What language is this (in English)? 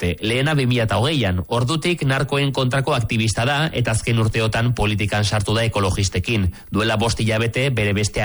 Basque